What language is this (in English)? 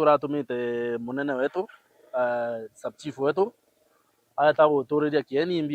Meru